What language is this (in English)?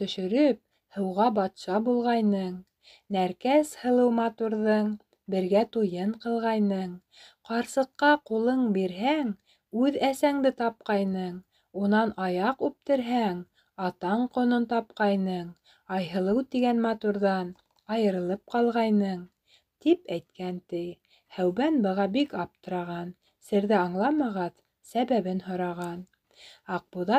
Bashkir